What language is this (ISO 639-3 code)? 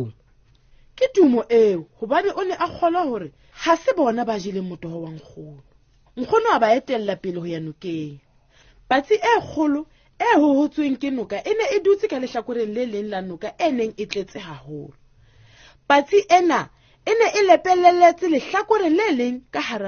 sot